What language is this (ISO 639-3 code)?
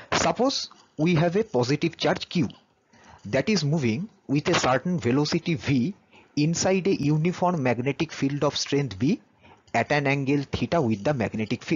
ben